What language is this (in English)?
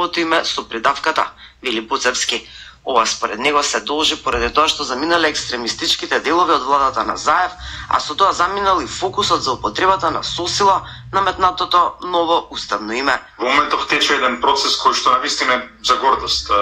Macedonian